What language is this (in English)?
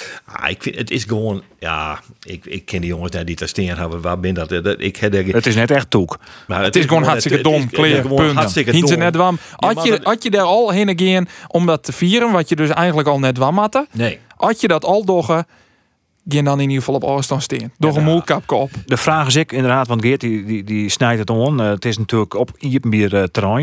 Western Frisian